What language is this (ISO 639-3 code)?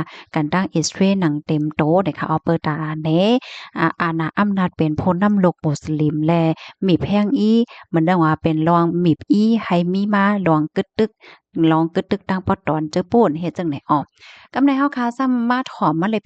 shn